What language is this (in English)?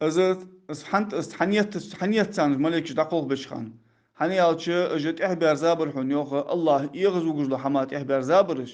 Ingush